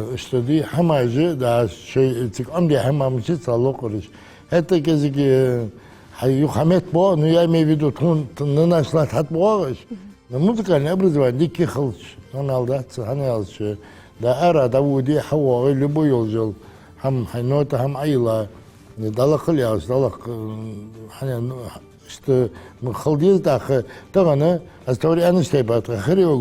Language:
Ingush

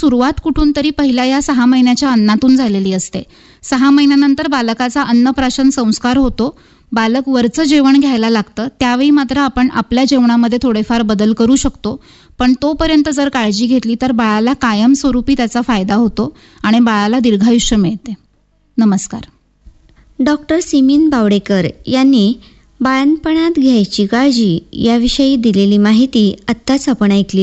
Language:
Marathi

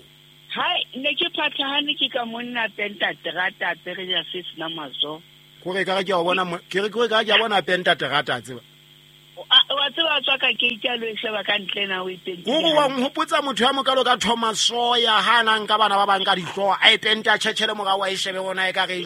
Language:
Southern Sotho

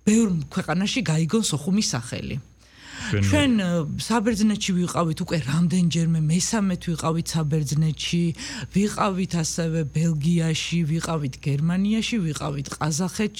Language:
Georgian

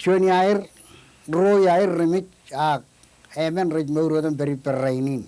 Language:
Marshallese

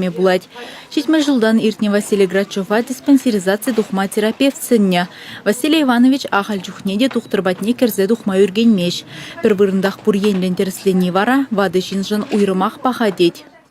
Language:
Chuvash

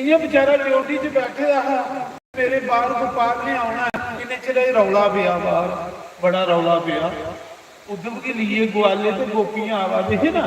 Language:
Dogri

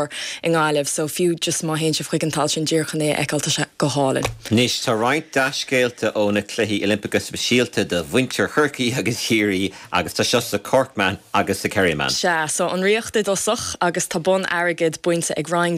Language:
Irish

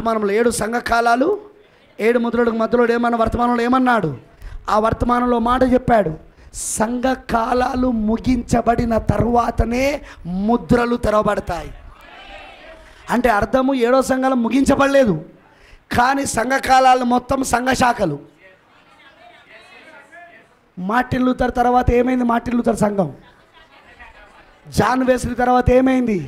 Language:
Telugu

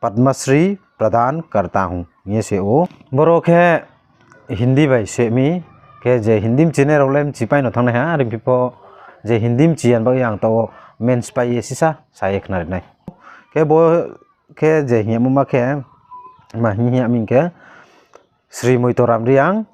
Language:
Riang (India)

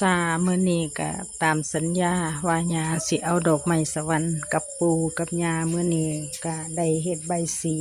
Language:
Northeastern Thai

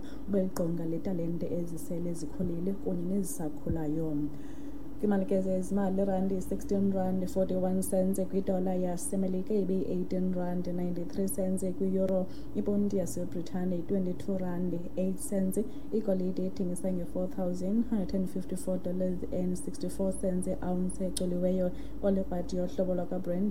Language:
Xhosa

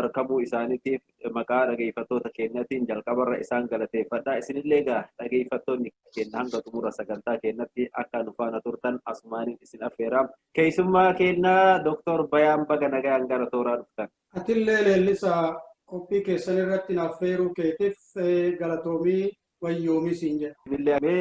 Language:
Oromo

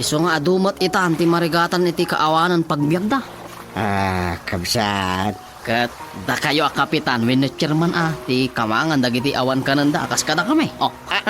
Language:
Iloko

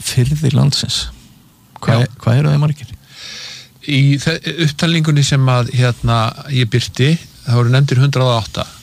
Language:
Icelandic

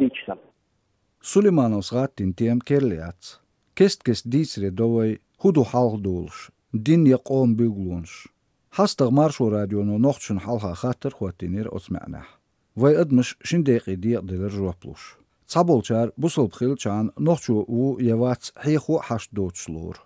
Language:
Chechen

